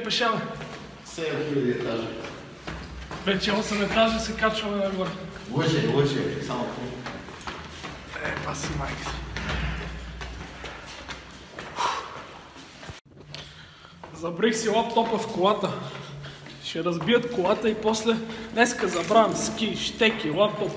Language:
Bulgarian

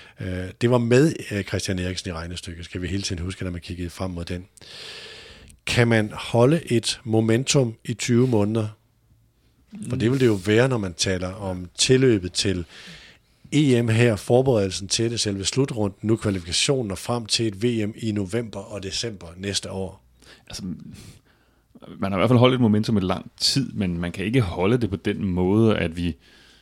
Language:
Danish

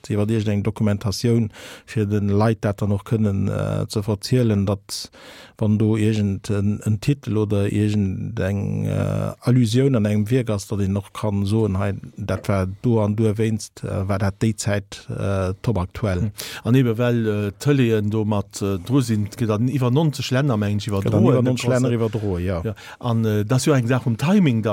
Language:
Luxembourgish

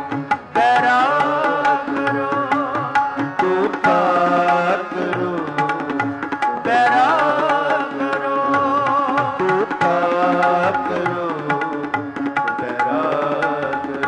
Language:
Punjabi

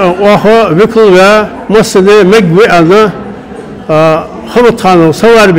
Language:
Ingush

